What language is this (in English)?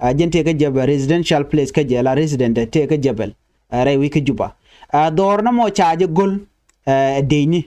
Nuer